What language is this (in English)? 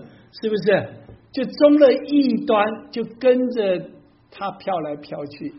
Chinese